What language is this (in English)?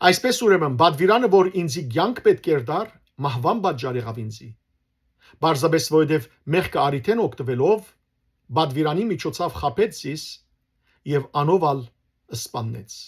Western Armenian